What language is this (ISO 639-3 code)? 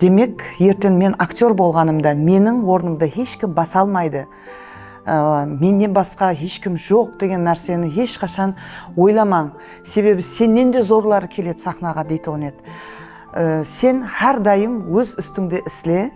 kaa